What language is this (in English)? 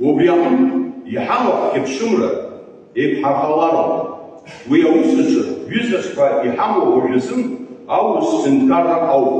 Abkhazian